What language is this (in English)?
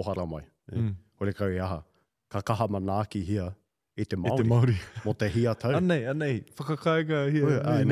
Māori